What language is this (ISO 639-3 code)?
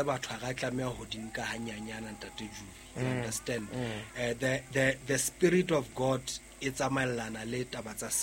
sot